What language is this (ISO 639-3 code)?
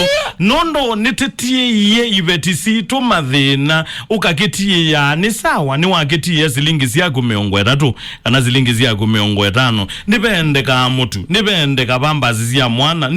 kam